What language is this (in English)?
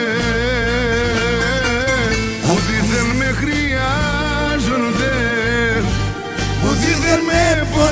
Greek